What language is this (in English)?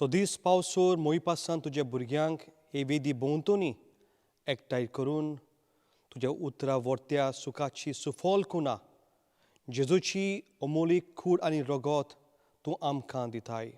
Konkani